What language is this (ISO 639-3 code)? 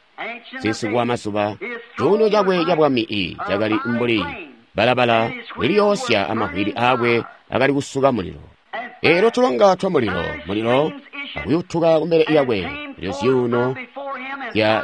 toi